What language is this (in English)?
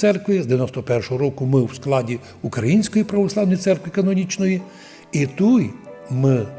Rusyn